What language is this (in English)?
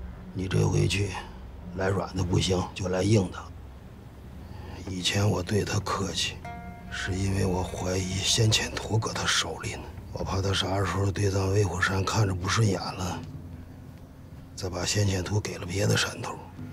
Chinese